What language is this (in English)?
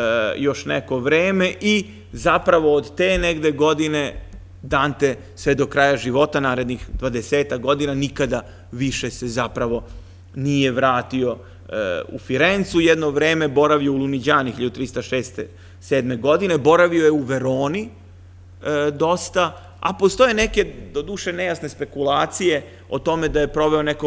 Serbian